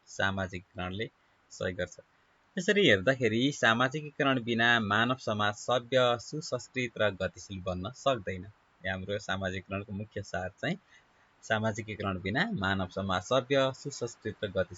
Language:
Nepali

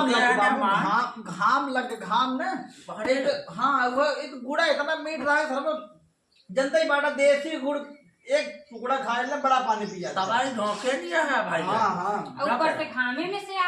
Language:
Awadhi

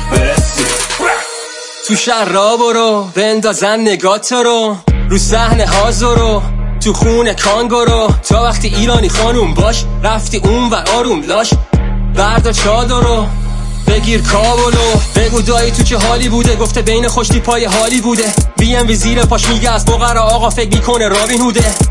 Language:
Persian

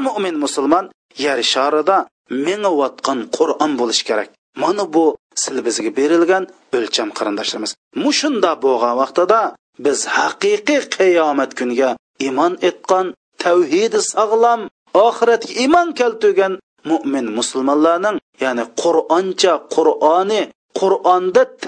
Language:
Uyghur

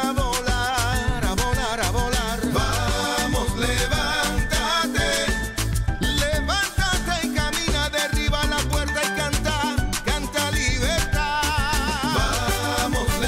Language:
Spanish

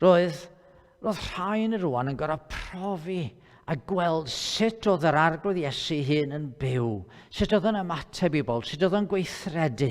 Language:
Welsh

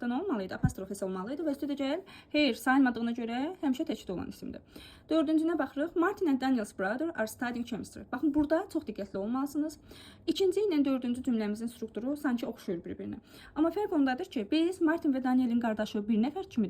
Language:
Azerbaijani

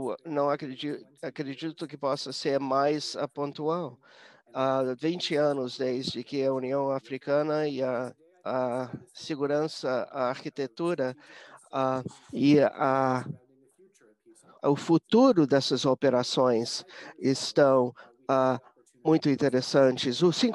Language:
Portuguese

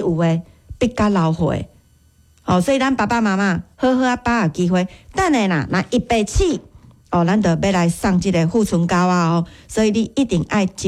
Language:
Min Nan Chinese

